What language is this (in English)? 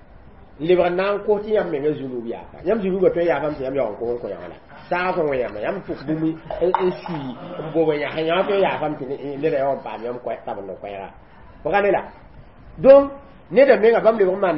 Mossi